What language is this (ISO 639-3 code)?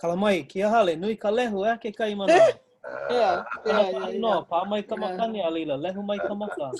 haw